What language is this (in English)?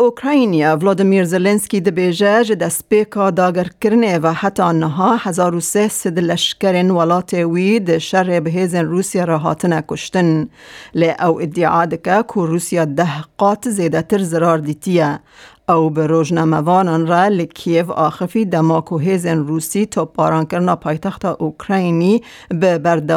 Kurdish